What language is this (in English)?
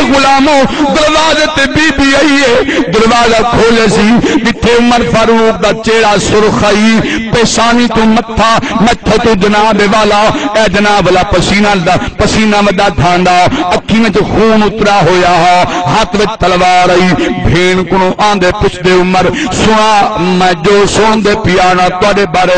Saraiki